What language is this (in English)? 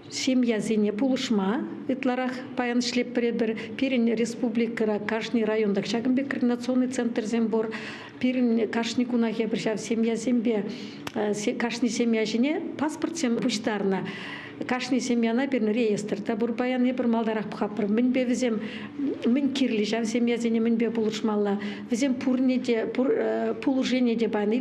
Chuvash